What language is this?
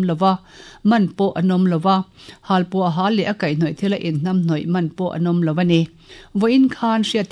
Mizo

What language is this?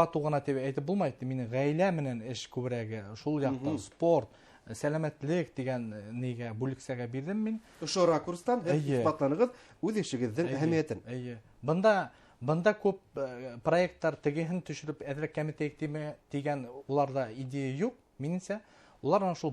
Bashkir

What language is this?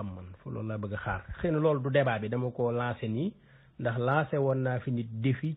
Wolof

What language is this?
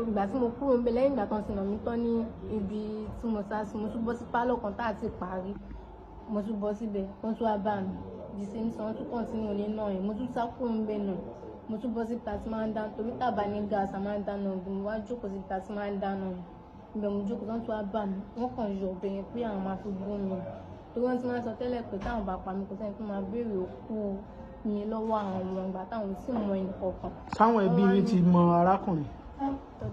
Yoruba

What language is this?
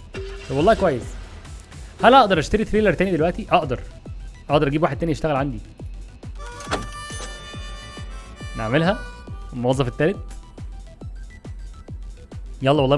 Egyptian Arabic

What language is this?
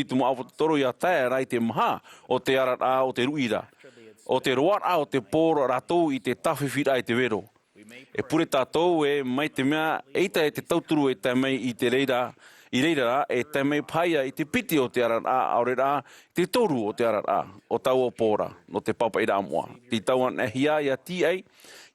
Tahitian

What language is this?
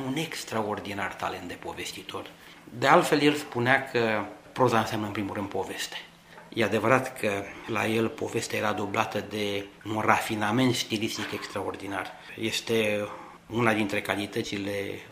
Romanian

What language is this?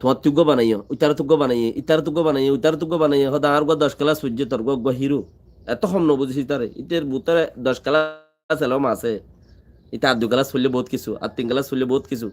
Rohingya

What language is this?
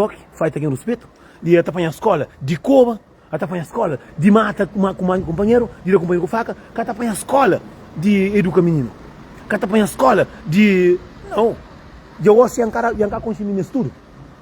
Kabuverdianu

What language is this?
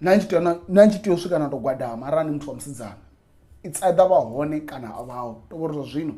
Venda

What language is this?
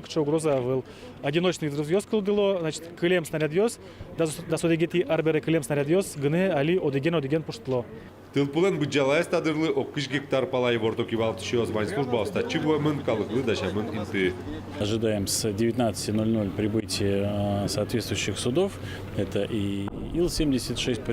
Udmurt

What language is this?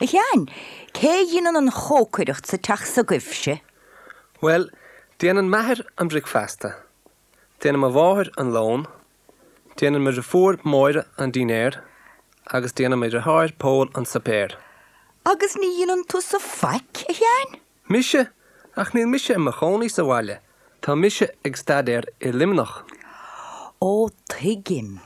Irish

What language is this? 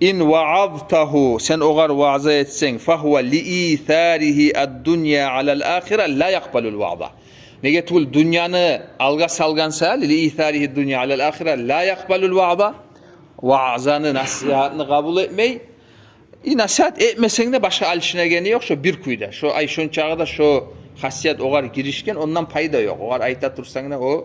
Kumyk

